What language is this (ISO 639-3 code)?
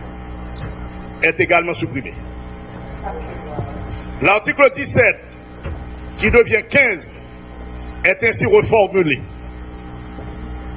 fra